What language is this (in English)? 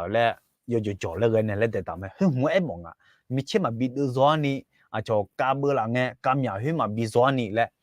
Akha